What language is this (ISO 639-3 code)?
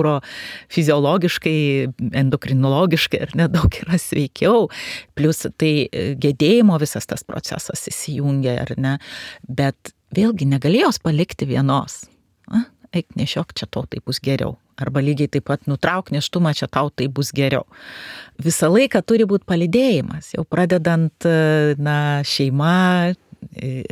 lit